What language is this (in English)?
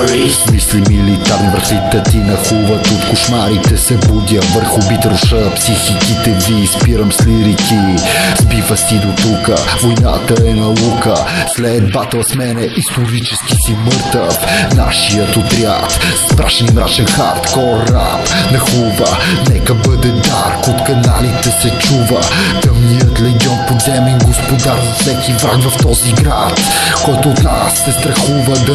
Bulgarian